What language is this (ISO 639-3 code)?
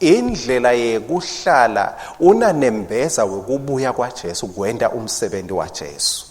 ssw